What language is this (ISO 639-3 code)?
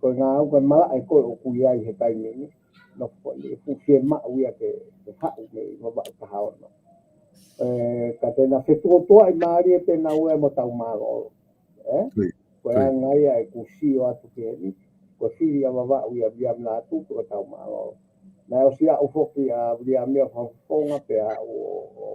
ton